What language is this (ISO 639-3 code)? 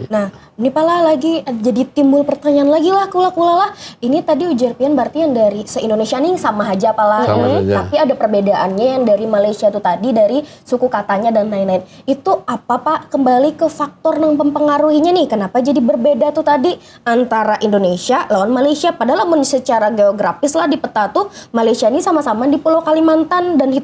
bjn